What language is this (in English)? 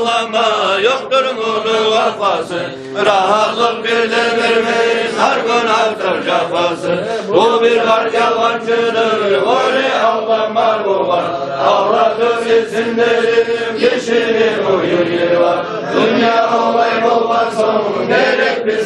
Kumyk